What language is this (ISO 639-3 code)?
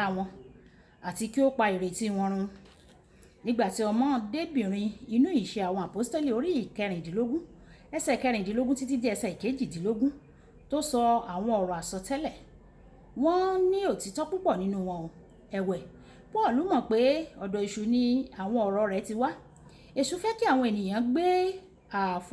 yor